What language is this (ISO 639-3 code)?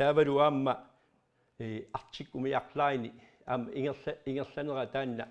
kal